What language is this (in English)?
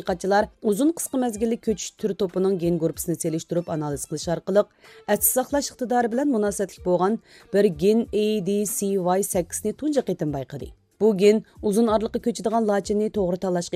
Uyghur